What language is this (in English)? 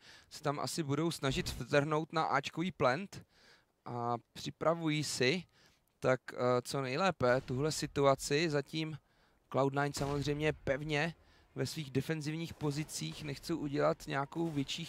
Czech